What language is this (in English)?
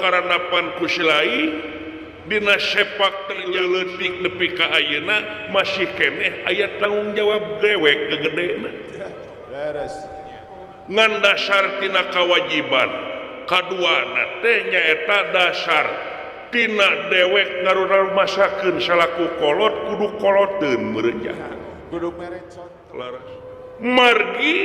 Sundanese